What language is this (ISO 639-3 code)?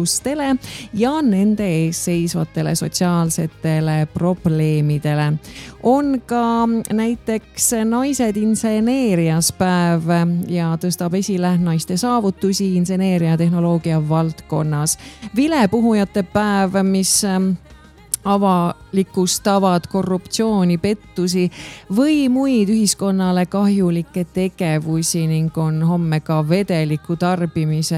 est